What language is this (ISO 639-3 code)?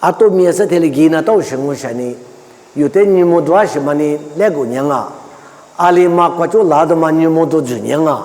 lis